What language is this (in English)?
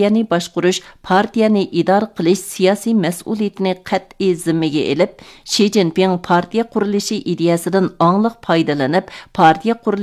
Uyghur